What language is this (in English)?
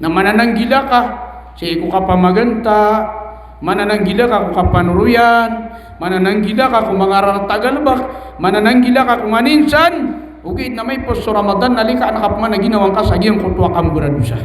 Maranao